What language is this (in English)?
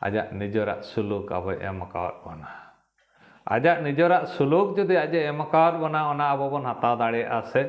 Santali